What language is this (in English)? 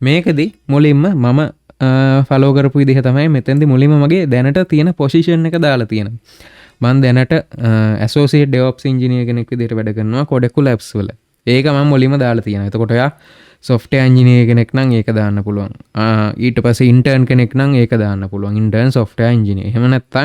Sinhala